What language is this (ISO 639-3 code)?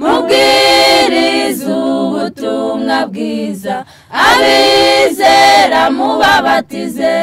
kin